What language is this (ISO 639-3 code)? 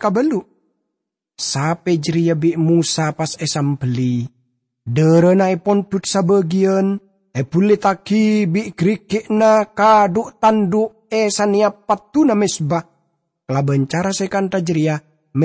mad